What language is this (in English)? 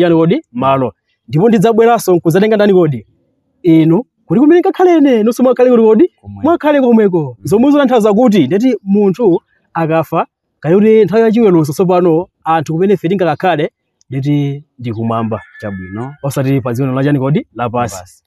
Nyanja